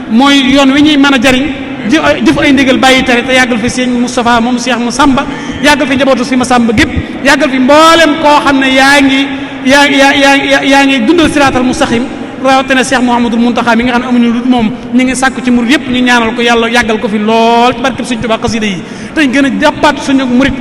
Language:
Wolof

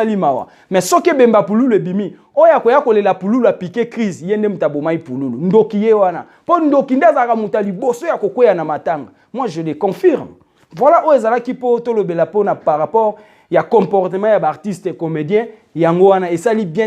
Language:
Lingala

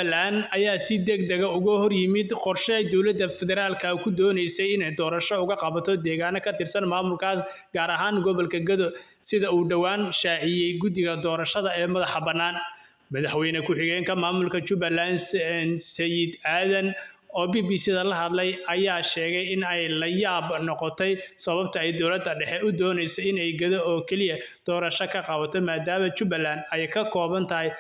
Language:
Somali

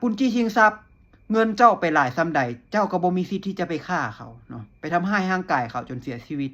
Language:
Lao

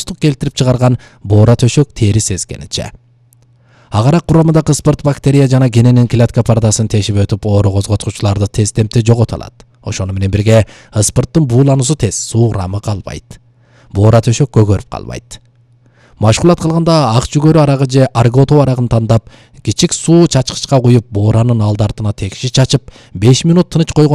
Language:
Kyrgyz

